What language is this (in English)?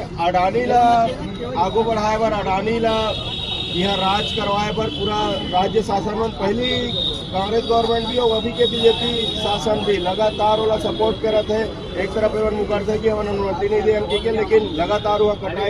Chhattisgarhi